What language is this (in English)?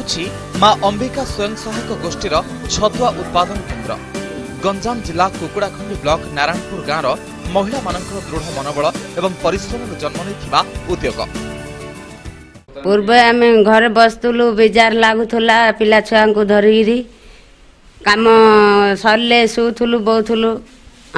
Odia